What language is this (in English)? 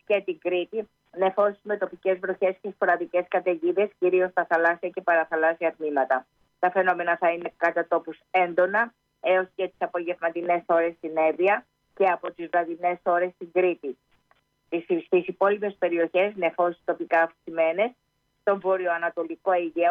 Greek